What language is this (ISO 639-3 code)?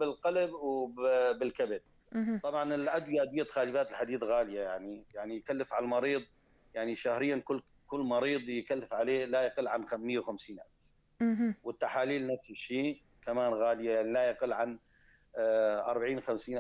apc